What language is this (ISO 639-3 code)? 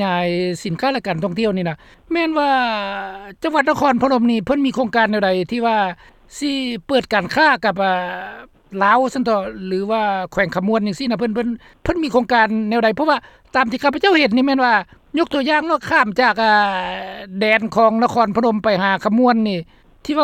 lao